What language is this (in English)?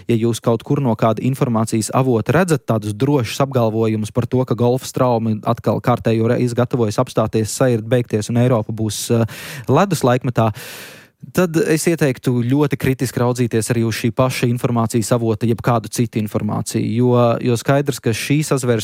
Latvian